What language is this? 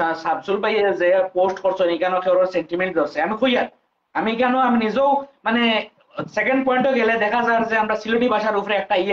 Sylheti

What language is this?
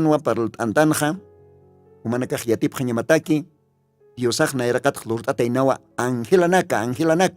Aymara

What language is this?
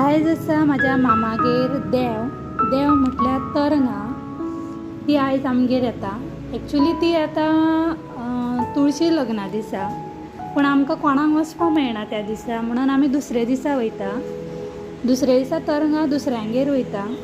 Konkani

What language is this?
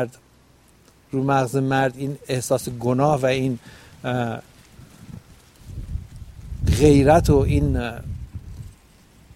Persian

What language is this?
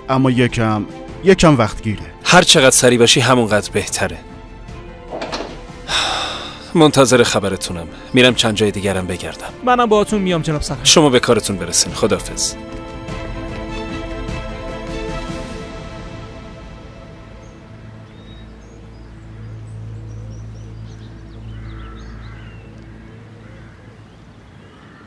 Persian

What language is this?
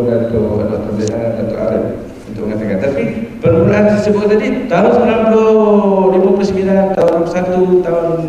Malay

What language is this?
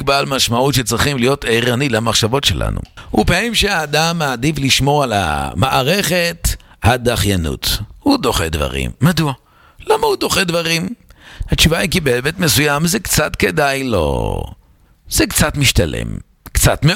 Hebrew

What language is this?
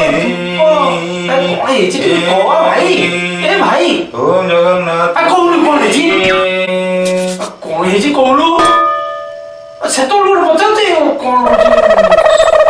Odia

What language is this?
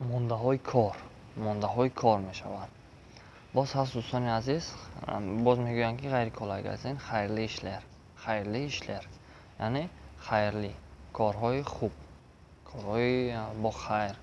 Tajik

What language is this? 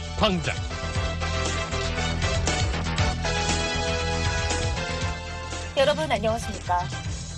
Korean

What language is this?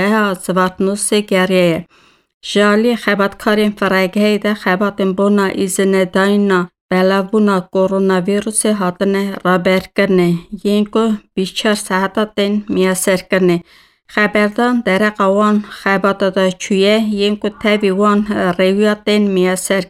Kurdish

